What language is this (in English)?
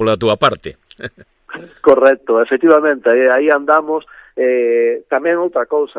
Galician